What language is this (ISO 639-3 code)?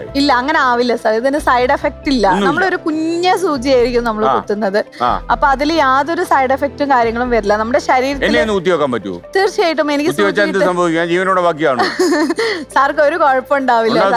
mal